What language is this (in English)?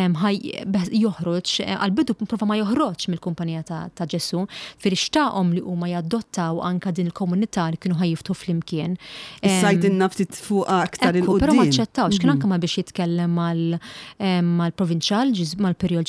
Maltese